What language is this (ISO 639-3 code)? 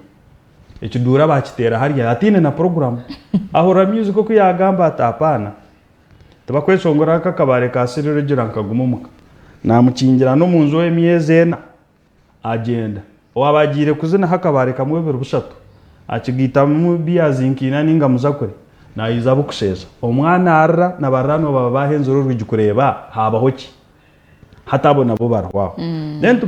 nyn